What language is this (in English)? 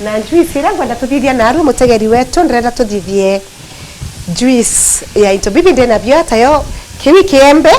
Meru